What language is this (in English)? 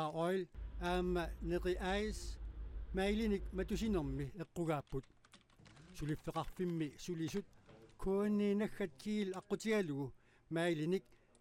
Kalaallisut